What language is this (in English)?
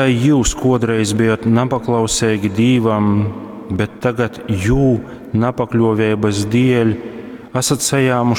Latgalian